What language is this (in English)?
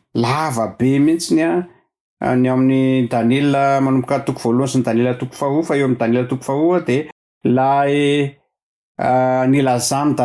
Malagasy